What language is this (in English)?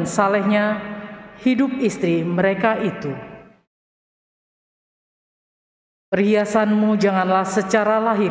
Indonesian